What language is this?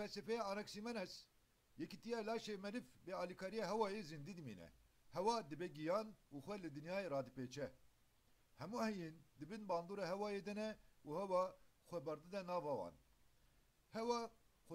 Kurdish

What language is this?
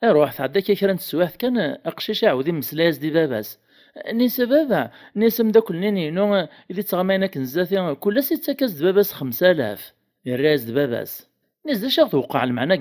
Kabyle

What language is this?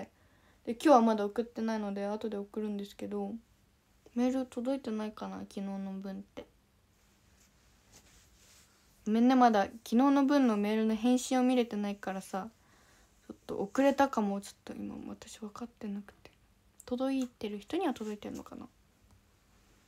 Japanese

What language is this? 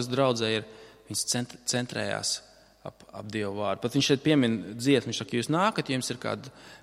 Latvian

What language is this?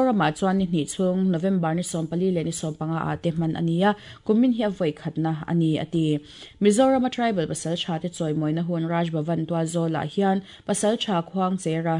Mizo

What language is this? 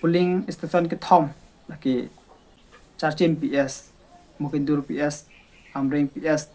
Karbi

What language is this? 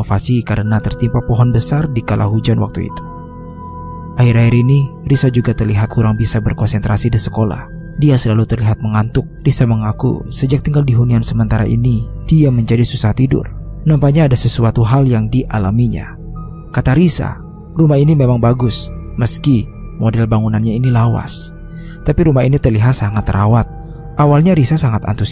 Indonesian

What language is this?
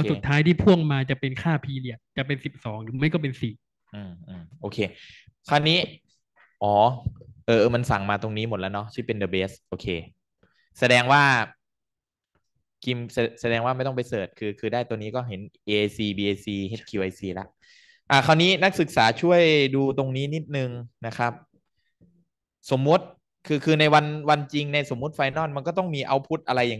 Thai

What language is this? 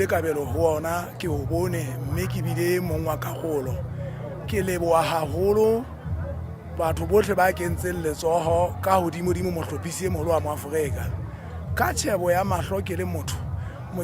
Southern Sotho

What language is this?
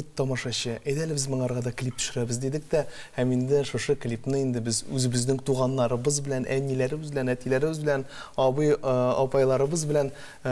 Tatar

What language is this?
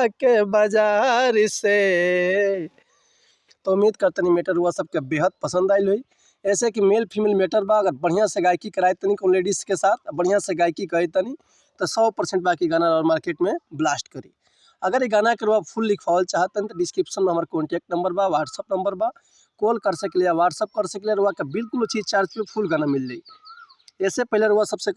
Bhojpuri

